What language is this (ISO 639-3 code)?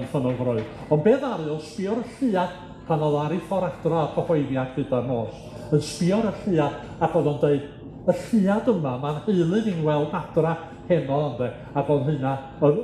cym